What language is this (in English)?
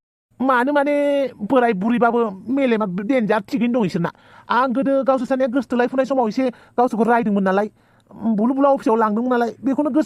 Bodo